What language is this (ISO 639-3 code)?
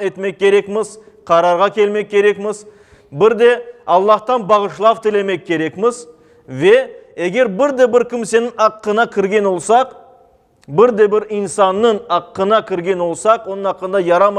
crh